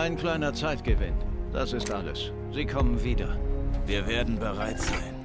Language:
Bavarian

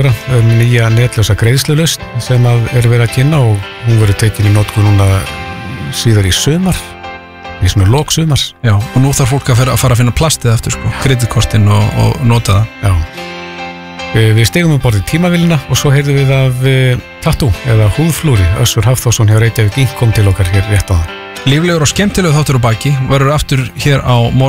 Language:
Icelandic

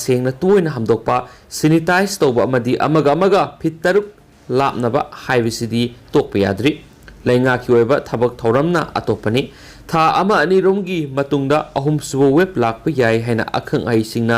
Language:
Manipuri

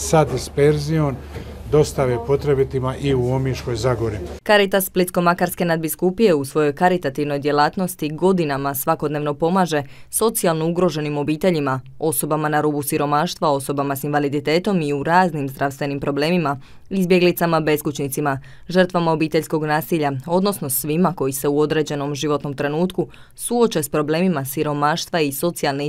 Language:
Croatian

